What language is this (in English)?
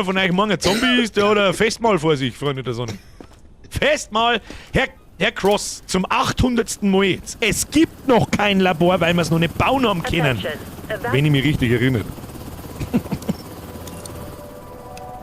Bavarian